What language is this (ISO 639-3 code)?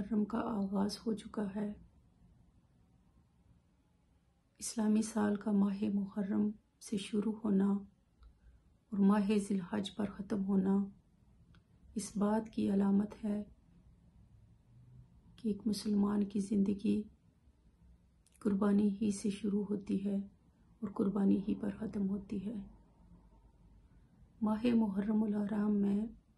urd